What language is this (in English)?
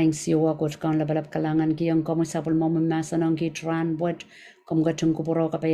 Pohnpeian